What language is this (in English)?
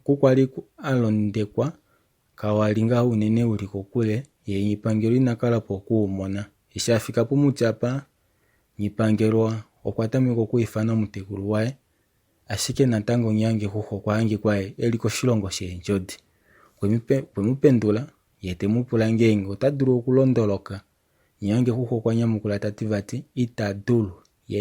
Kuanyama